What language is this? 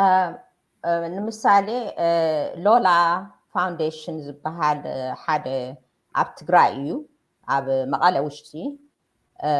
Tigrinya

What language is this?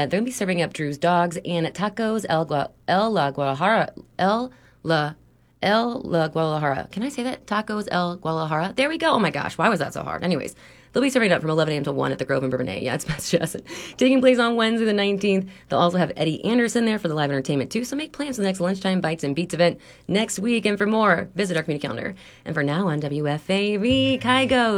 English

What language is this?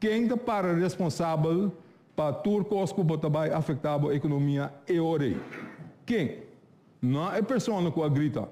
Papiamento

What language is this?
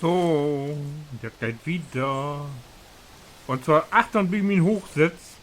Low German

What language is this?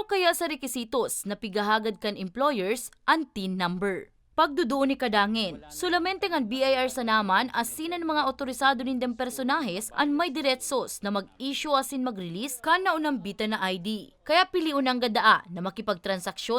Bikol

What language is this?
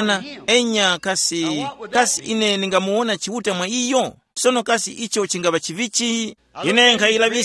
Tumbuka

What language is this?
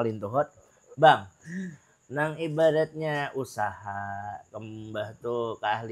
Banjar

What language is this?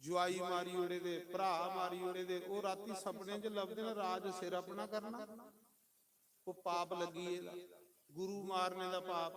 Dogri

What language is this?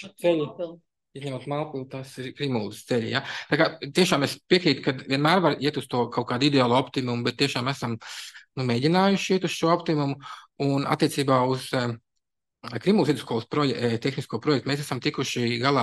Latvian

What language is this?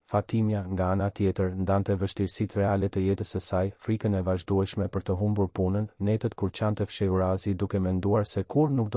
Albanian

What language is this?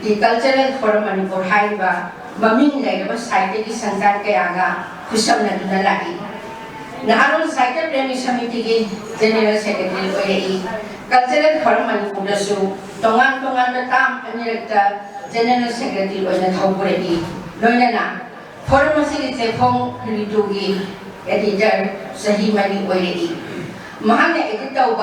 Manipuri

